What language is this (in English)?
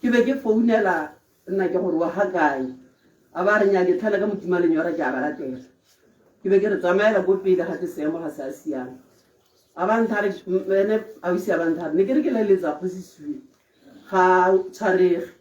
Tswana